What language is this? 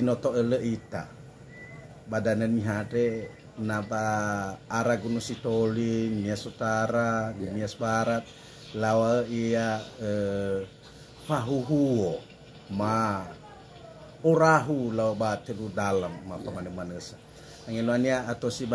Nias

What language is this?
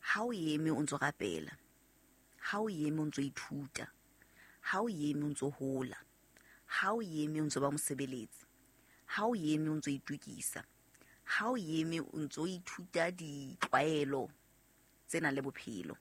Southern Sotho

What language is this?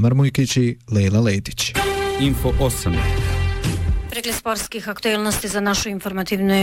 Bosnian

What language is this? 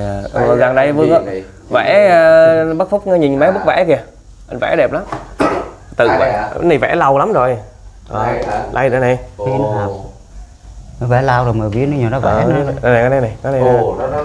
Vietnamese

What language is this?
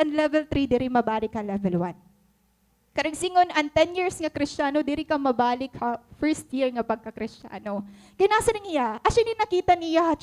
Waray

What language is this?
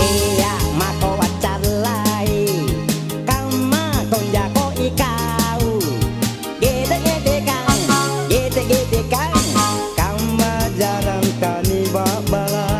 Makasar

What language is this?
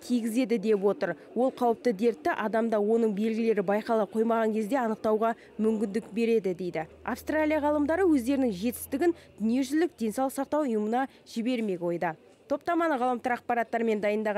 Kazakh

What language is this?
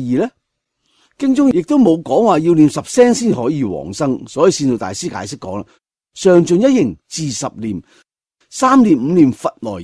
Cantonese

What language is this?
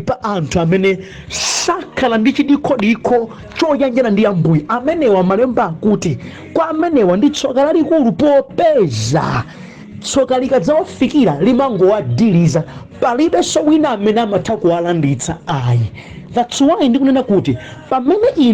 Nyanja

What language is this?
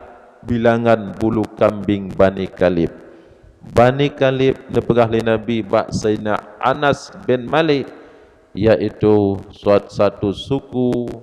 Achinese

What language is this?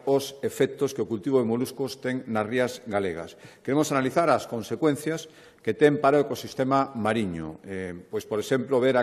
Galician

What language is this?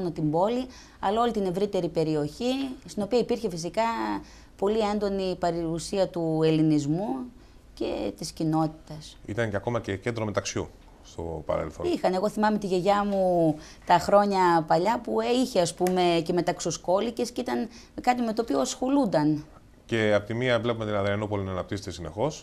Greek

